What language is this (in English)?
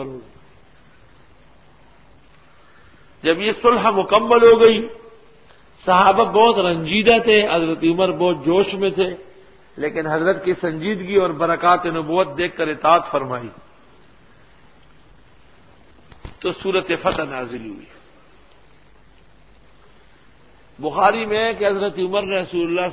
Urdu